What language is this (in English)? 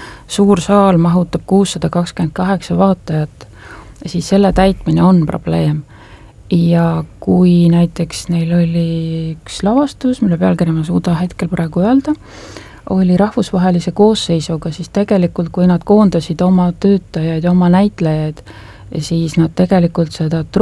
Estonian